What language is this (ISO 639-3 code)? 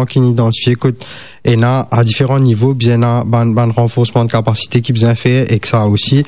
mfe